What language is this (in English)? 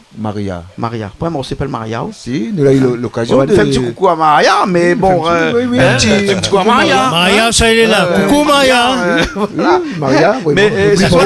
Réunion Creole French